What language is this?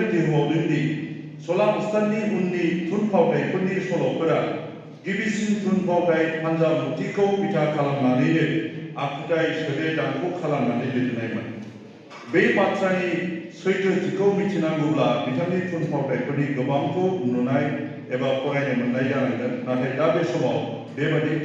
Bodo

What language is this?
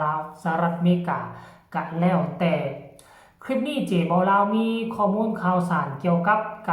Northeastern Thai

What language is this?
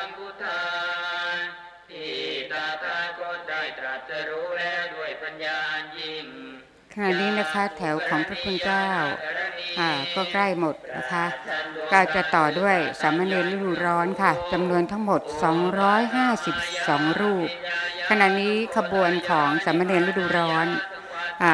Thai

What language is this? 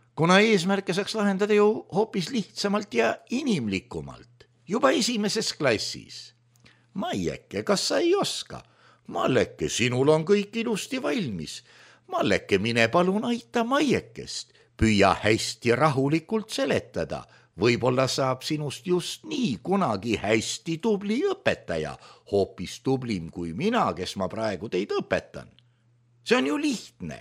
Estonian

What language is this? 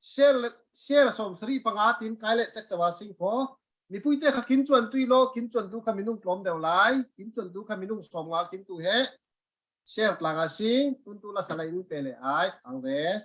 Falam Chin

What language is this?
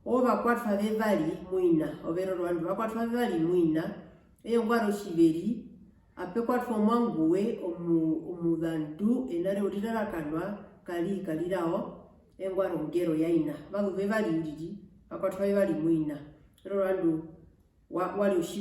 Herero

